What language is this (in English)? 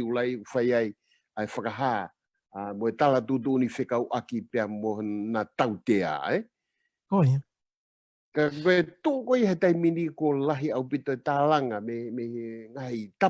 Tongan